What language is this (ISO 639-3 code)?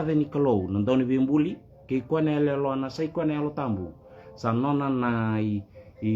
fij